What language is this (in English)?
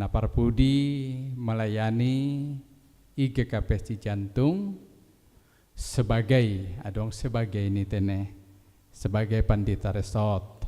Batak Simalungun